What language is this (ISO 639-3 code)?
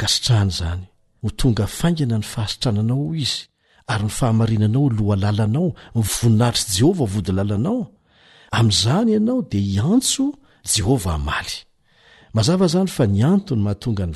mlg